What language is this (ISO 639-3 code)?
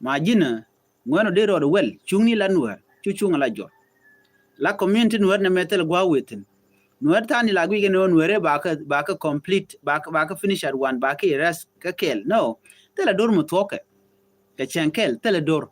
nus